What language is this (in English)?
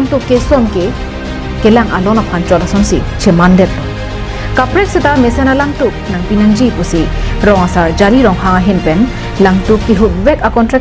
Karbi